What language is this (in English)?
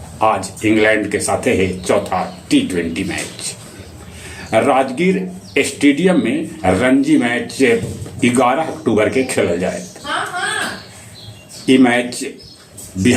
Magahi